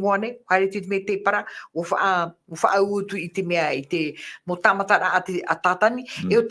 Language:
Tahitian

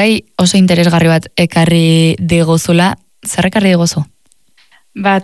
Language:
Basque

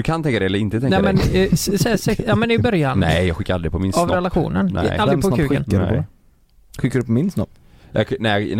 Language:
Swedish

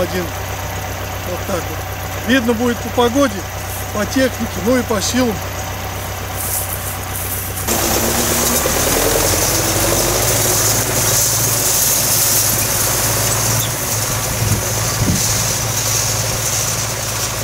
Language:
Russian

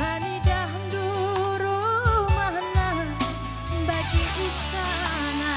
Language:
Batak Karo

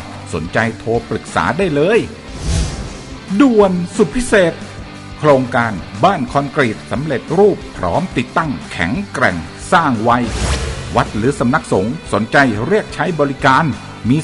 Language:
Thai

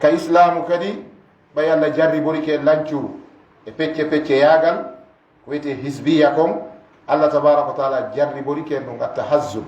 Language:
Fula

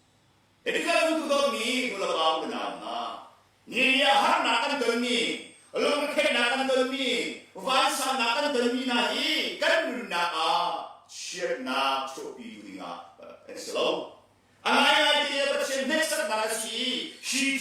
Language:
Hakha Chin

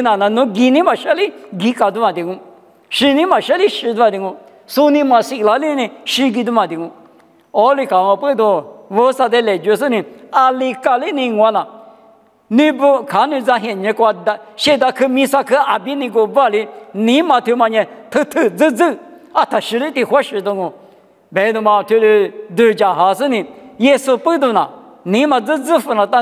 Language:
Lisu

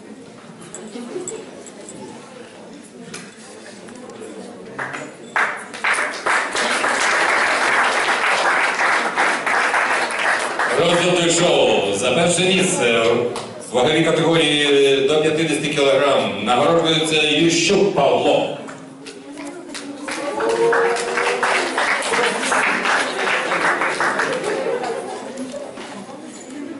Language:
Ukrainian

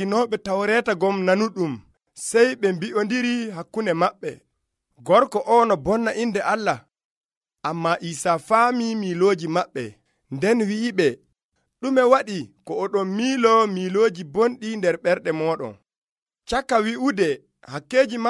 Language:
Nigerian Fulfulde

